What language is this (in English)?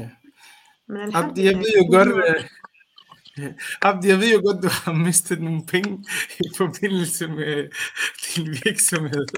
Danish